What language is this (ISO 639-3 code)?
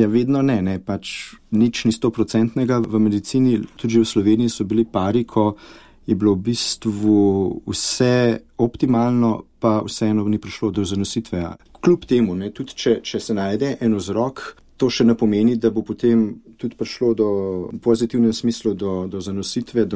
slv